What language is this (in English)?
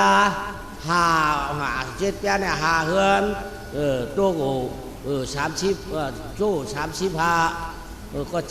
Shan